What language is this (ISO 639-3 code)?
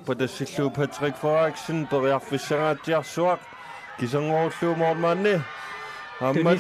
kal